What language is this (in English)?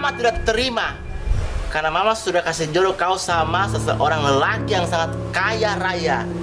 Makassar Malay